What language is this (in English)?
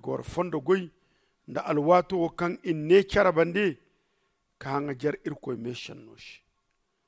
Zarma